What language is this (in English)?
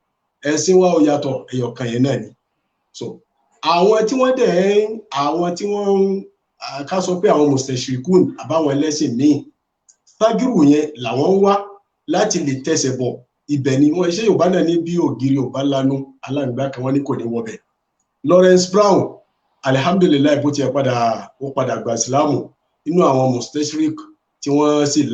Yoruba